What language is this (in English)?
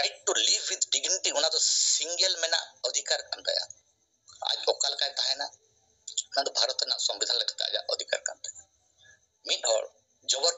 Santali